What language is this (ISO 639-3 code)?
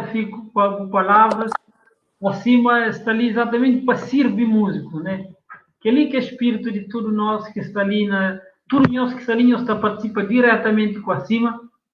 kea